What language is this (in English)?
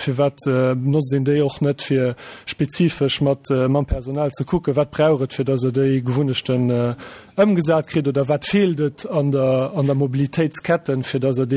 Luxembourgish